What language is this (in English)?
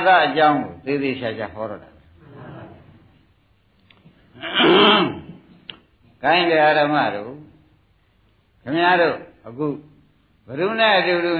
Burmese